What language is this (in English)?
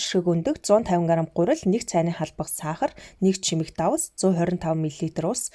Mongolian